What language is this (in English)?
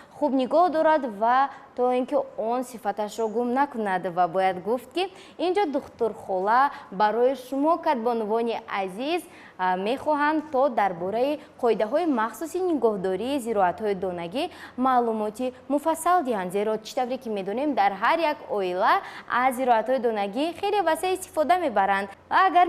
Tajik